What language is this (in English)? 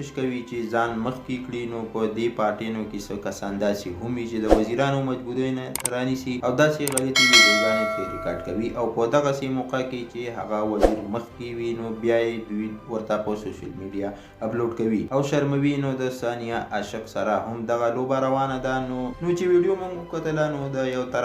Pashto